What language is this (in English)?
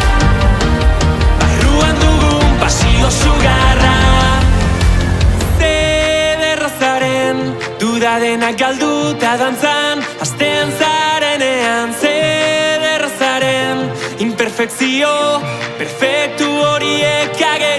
Basque